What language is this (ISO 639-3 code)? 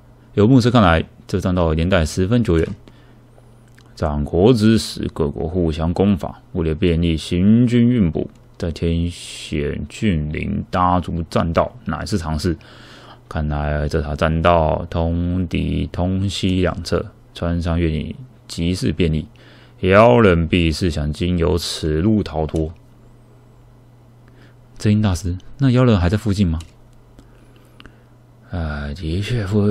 zho